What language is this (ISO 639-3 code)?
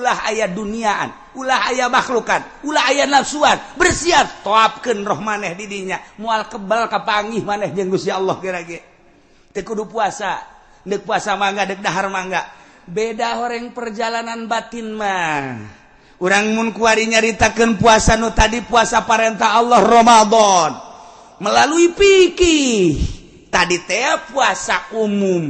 sun